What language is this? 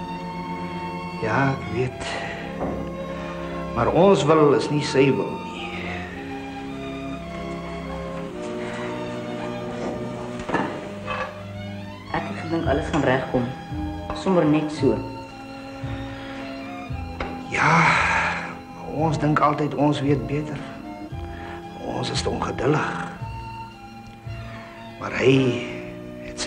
Afrikaans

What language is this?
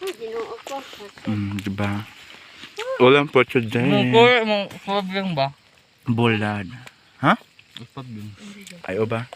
Cebuano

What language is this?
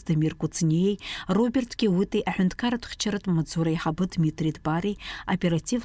Abkhazian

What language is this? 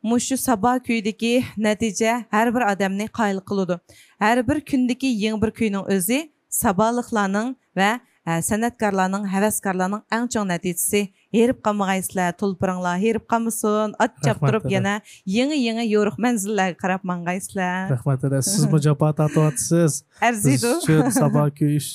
Uyghur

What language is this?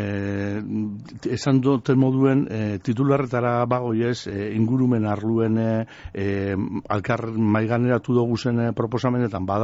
Basque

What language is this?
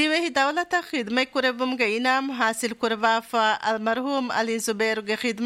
Divehi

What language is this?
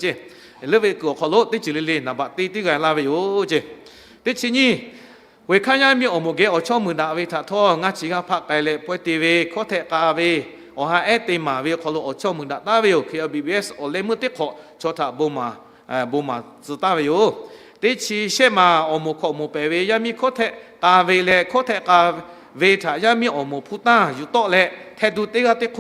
Lahu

